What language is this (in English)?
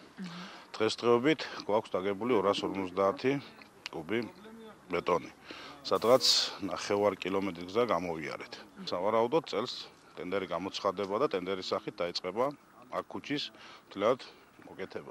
Georgian